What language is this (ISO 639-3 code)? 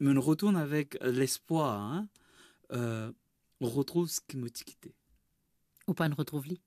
mfe